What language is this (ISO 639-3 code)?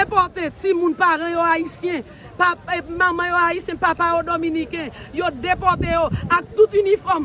hat